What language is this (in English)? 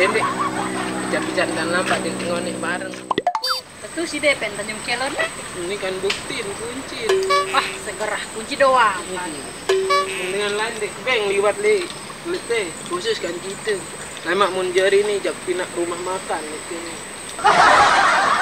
Sasak